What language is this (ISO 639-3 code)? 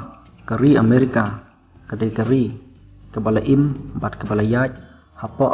kha